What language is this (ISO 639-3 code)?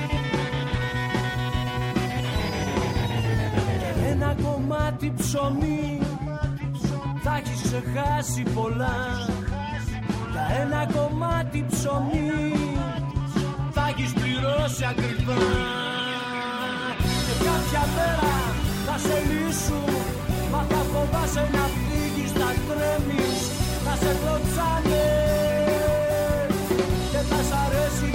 ell